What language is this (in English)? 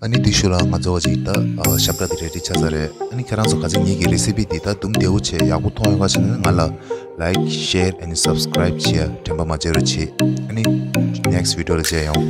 Tibetan